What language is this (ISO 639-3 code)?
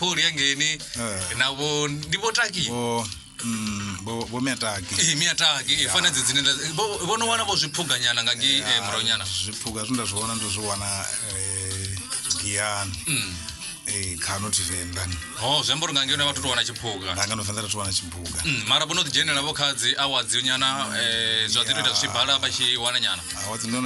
ven